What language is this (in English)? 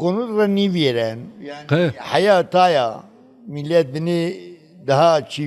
Zaza